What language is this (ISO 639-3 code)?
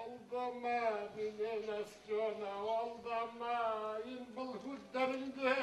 bak